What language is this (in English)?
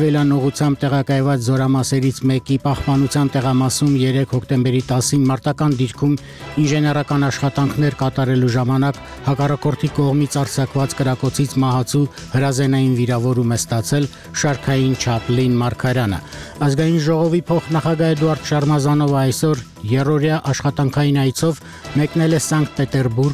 Armenian